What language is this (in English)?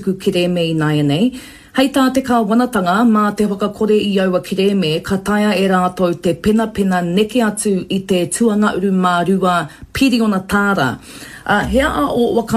Māori